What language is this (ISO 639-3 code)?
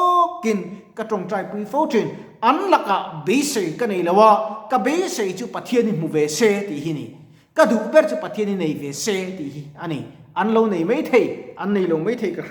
lus